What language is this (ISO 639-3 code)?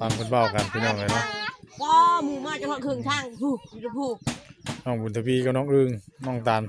tts